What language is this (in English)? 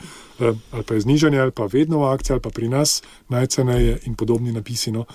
Slovenian